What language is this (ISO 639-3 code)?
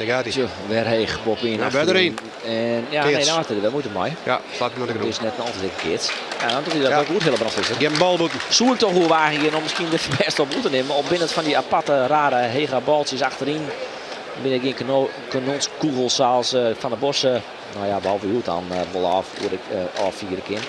fry